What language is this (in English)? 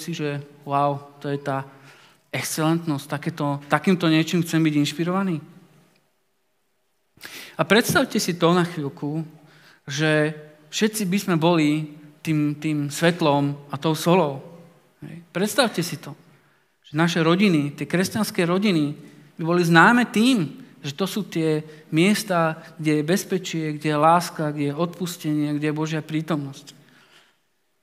Slovak